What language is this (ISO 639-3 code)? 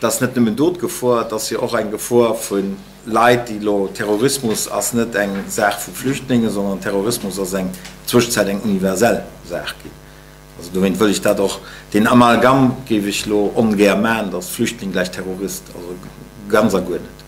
ltz